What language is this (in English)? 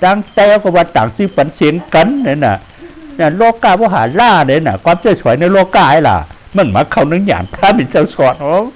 Shan